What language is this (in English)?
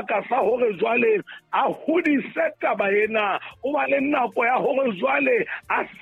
Southern Sotho